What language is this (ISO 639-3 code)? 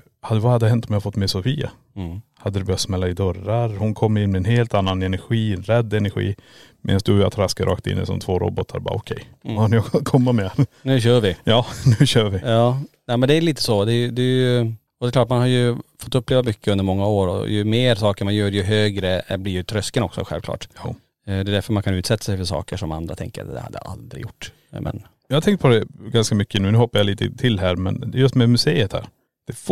swe